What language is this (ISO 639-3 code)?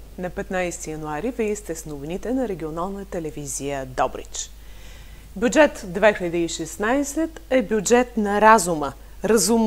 bul